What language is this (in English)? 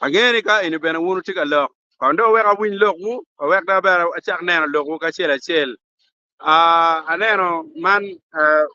Acoli